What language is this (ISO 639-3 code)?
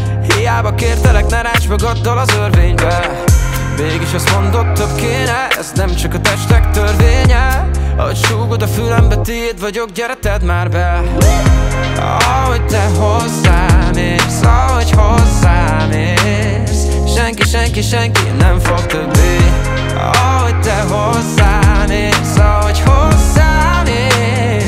hun